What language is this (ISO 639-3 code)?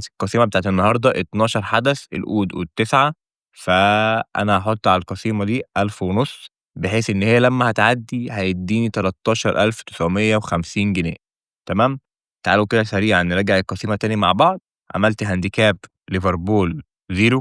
arz